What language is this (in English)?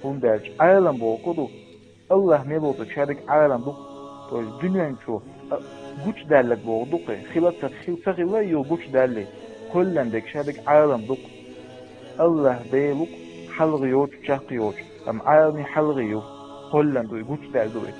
Chechen